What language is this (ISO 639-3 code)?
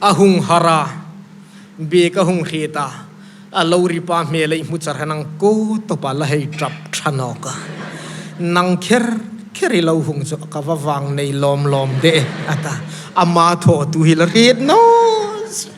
hmr